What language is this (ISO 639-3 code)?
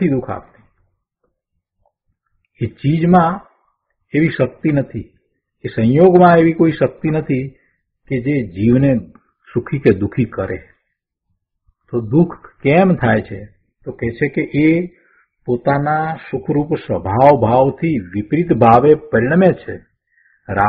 guj